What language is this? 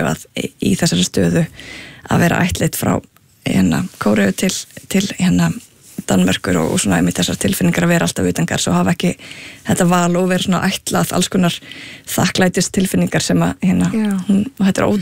Icelandic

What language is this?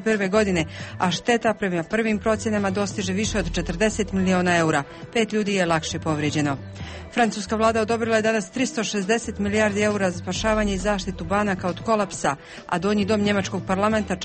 Bosnian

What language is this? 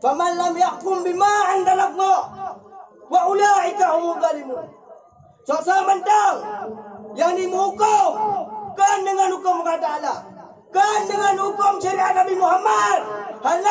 Achinese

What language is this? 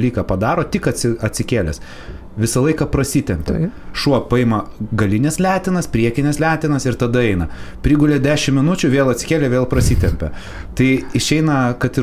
Lithuanian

